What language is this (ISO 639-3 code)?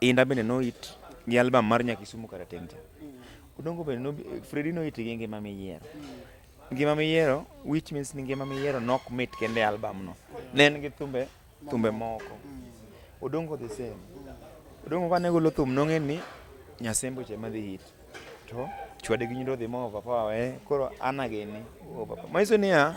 luo